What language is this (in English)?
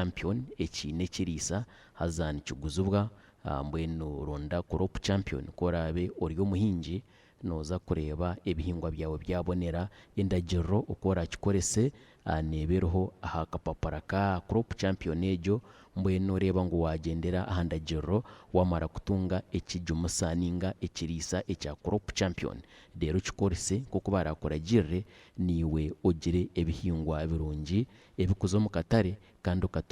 Nyankole